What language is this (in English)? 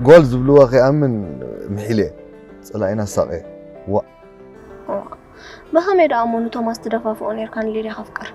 Tigrinya